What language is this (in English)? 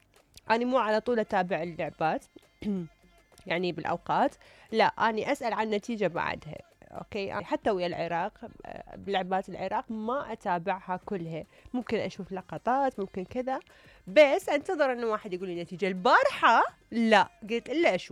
Mesopotamian Arabic